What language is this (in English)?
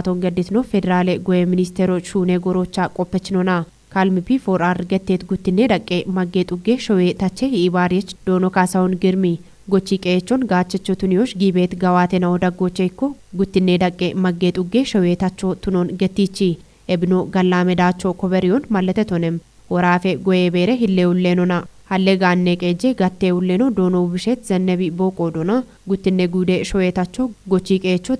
Kafa